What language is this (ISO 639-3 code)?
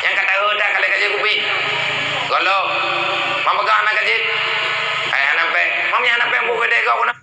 ace